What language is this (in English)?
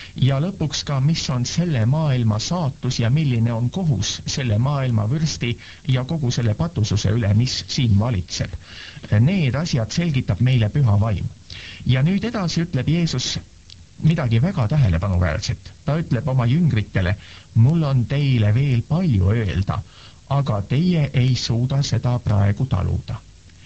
Estonian